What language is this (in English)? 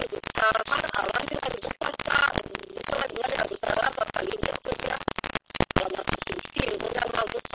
Kinyarwanda